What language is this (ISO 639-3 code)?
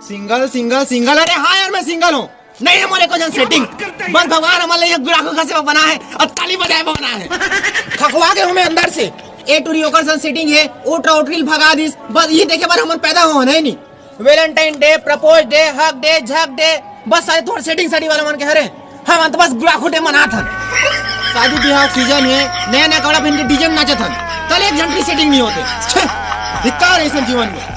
hne